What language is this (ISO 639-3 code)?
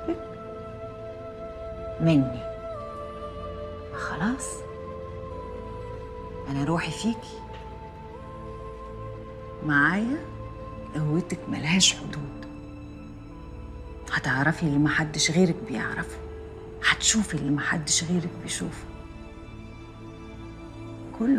arz